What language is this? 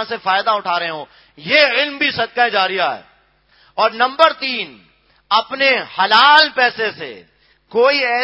Urdu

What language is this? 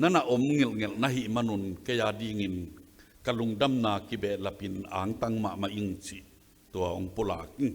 Tedim Chin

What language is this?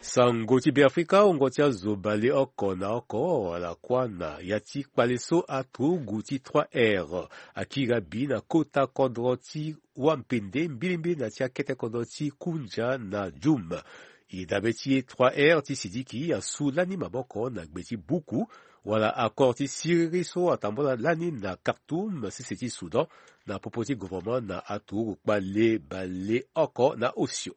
Sango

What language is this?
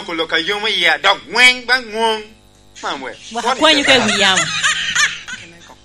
Lango (Uganda)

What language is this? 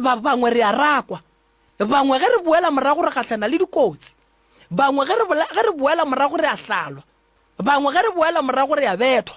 Northern Sotho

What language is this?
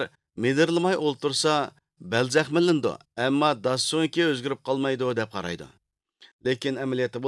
Uyghur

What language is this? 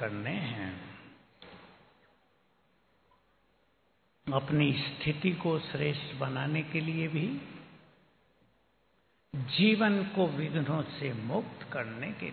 Hindi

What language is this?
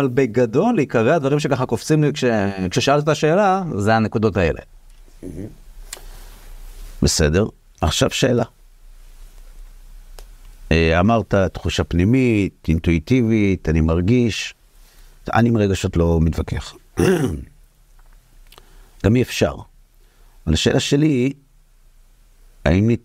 Hebrew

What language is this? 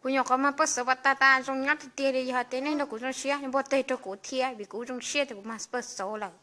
Hmong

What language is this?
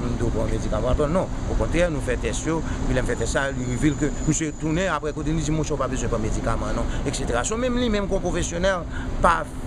Haitian Creole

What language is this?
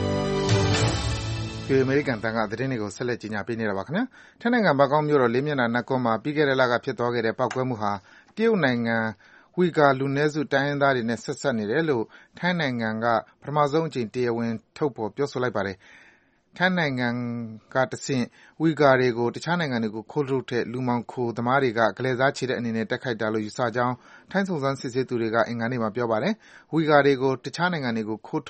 Burmese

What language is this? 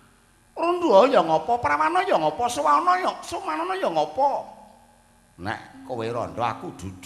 Javanese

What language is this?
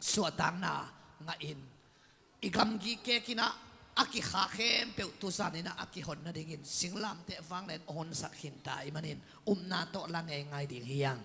Tedim Chin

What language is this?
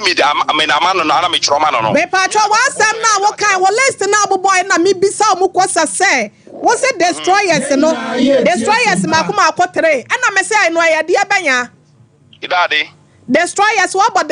Akan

